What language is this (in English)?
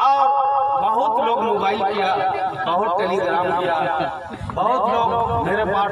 Sadri